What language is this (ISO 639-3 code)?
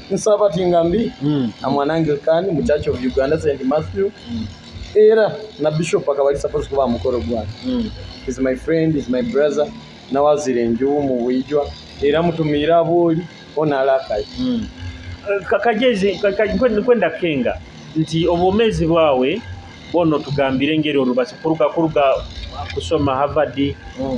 nyo